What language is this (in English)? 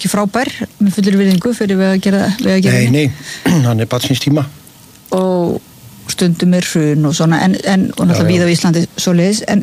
Icelandic